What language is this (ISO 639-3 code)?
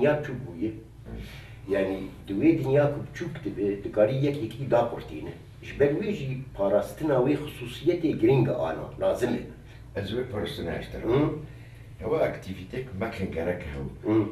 kur